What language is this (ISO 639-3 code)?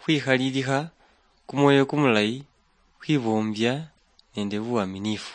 luy